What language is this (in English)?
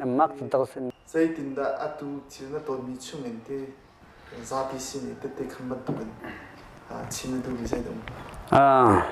Hakha Chin